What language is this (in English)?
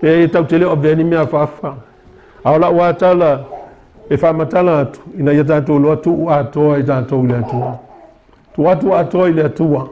Samoan